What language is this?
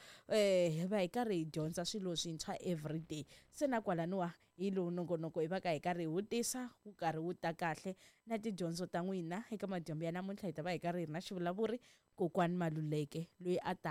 Tsonga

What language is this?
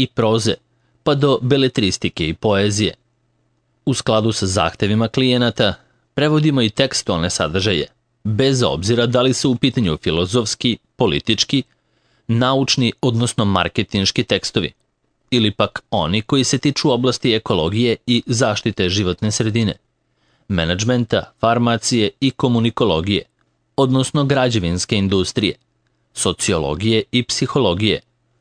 Serbian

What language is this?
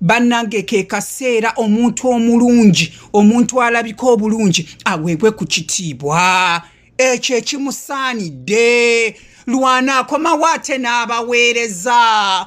Ganda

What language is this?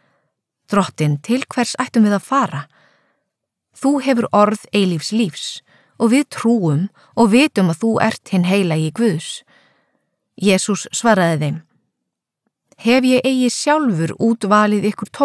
Icelandic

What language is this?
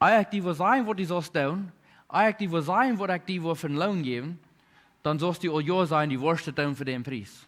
Plautdietsch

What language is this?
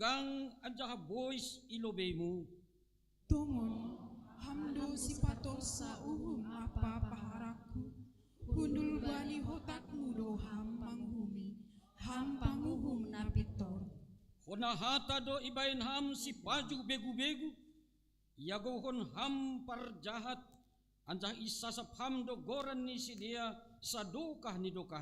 Batak Simalungun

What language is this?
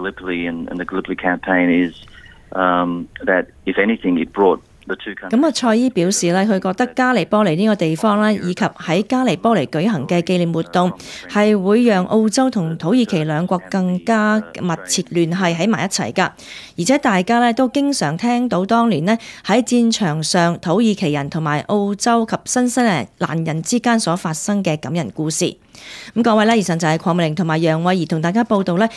Cantonese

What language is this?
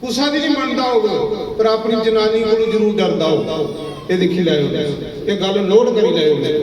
Dogri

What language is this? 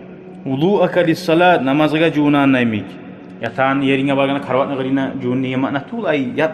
Kumyk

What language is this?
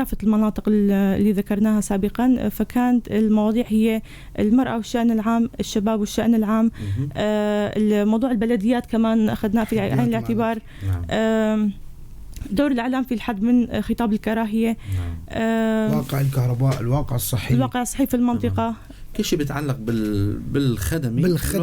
North Levantine Arabic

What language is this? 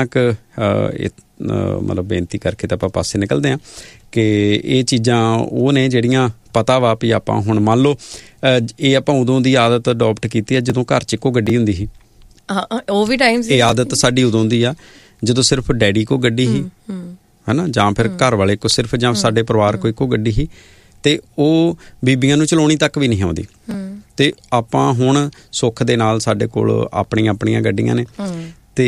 Punjabi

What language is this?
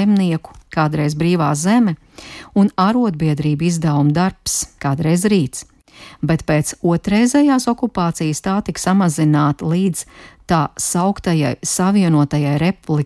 Latvian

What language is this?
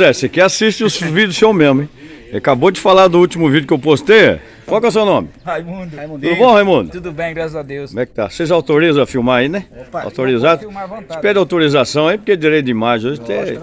Portuguese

